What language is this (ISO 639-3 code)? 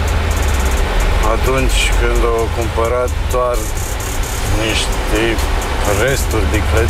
ron